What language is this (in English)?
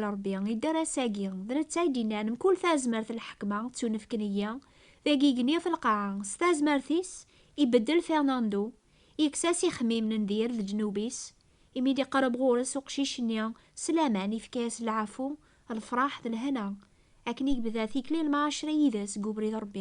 Kabyle